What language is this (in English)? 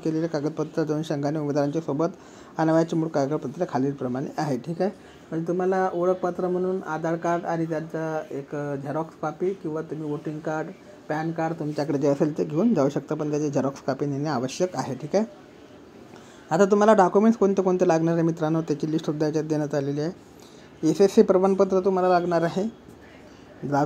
Marathi